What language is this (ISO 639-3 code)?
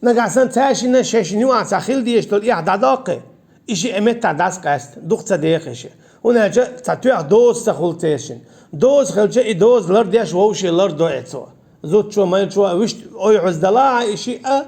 che